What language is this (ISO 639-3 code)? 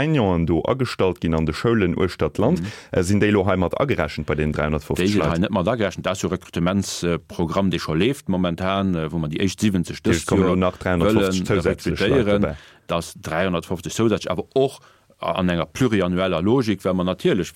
ltz